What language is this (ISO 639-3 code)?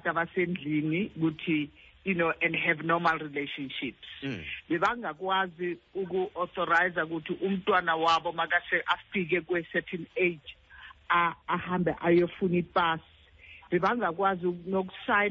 xho